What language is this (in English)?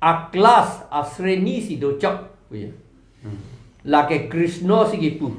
Karbi